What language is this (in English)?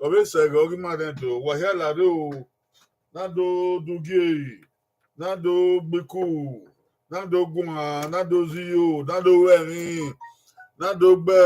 Bini